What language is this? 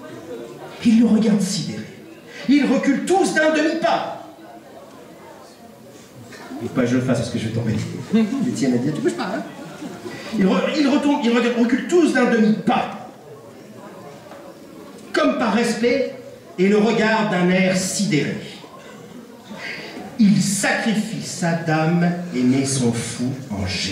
French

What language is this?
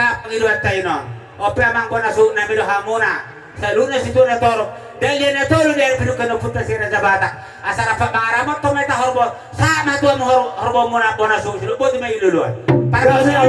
Batak Toba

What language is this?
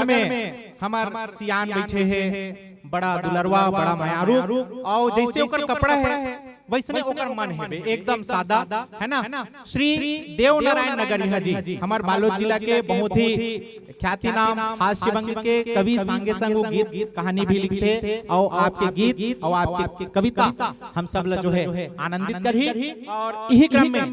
Chhattisgarhi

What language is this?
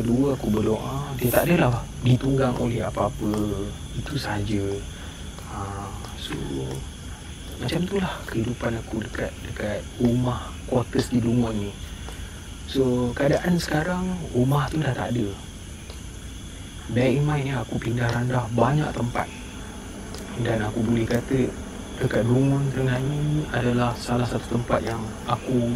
Malay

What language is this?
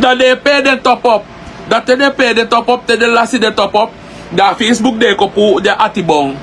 Sranan Tongo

